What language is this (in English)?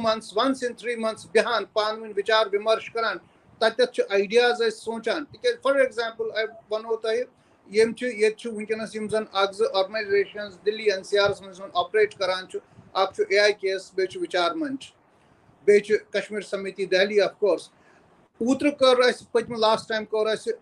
Kashmiri